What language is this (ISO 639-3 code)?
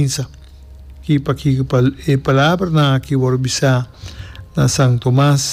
pap